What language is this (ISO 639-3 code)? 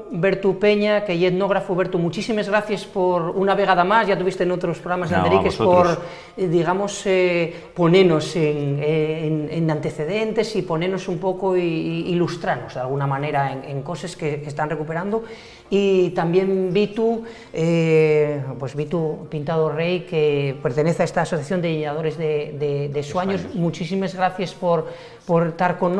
ast